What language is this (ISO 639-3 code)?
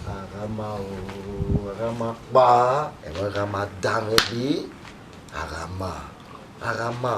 bin